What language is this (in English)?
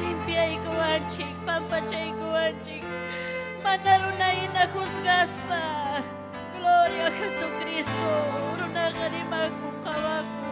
Ayacucho Quechua